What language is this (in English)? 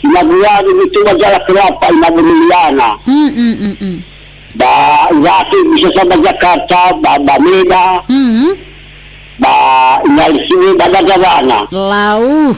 Nias